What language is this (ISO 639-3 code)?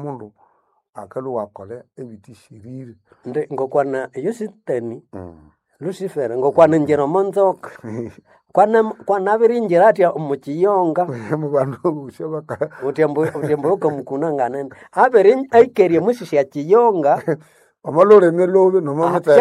nnb